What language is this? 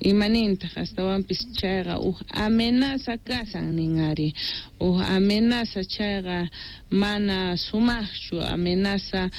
South Bolivian Quechua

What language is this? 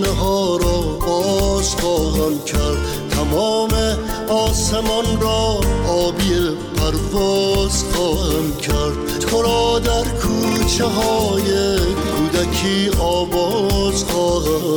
Persian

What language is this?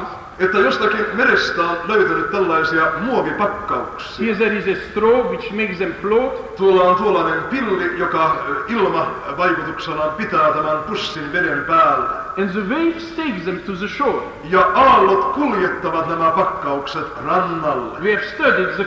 Finnish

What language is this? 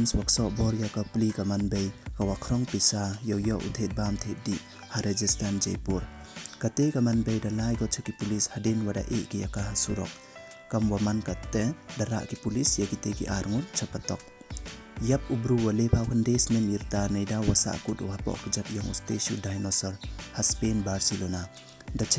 Pnar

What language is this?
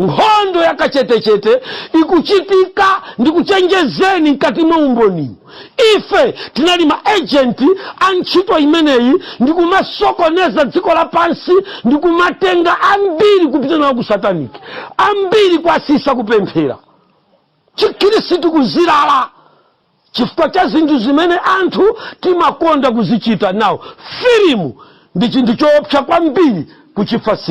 Nyanja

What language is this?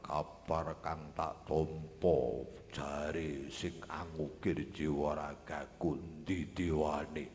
Javanese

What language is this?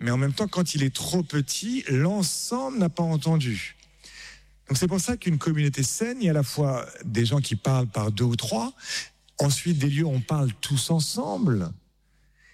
French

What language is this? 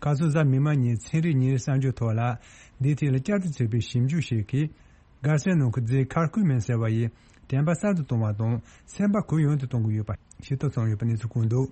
Tibetan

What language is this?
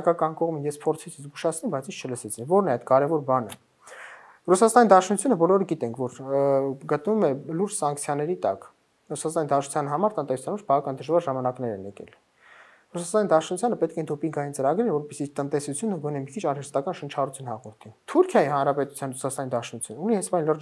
Armenian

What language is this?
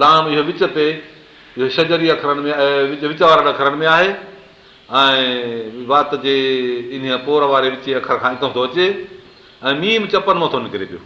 Sindhi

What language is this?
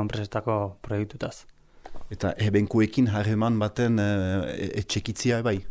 Basque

